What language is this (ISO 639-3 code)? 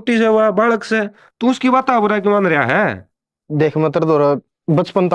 bgc